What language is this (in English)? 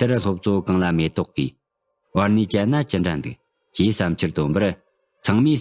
Tibetan